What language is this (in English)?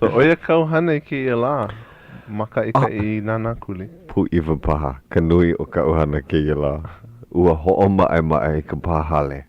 Hawaiian